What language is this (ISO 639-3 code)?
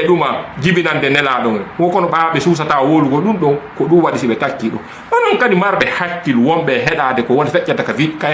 ful